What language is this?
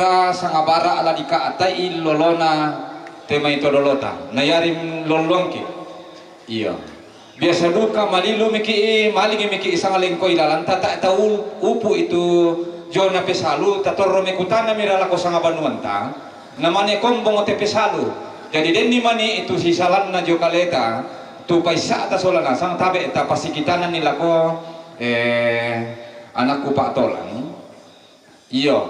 Toraja-Sa'dan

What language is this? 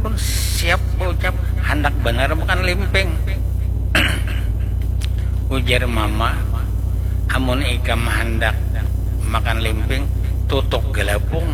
Banjar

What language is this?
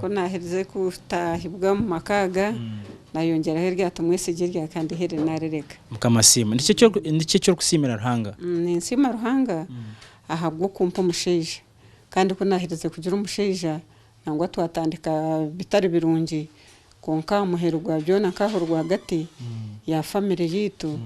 Nyankole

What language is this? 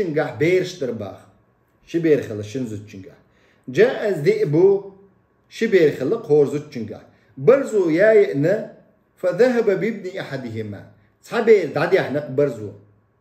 Chechen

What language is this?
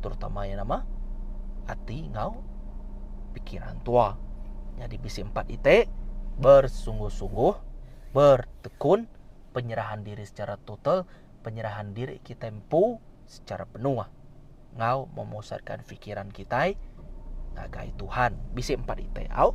Iban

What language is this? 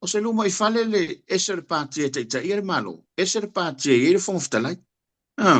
Samoan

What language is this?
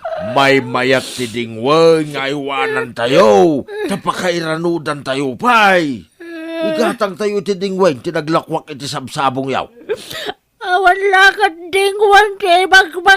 Iloko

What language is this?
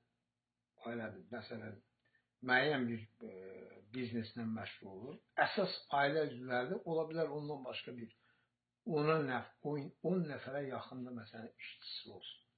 Azerbaijani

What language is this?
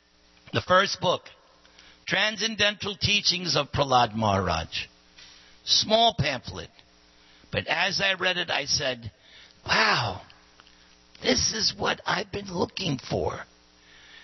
English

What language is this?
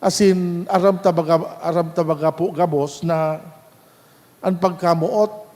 Bikol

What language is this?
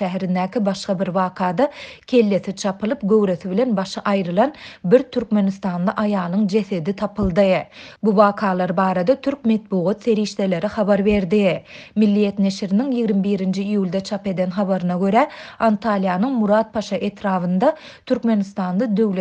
Kyrgyz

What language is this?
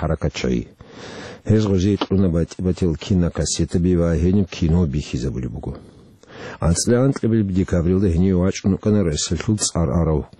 Avaric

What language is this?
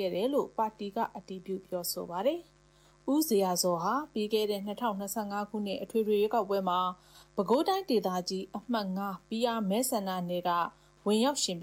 Burmese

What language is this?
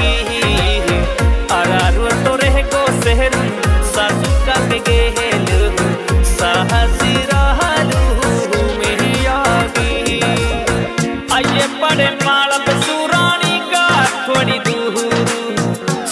Bhojpuri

